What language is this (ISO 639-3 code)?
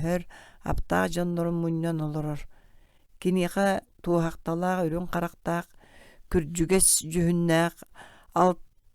sah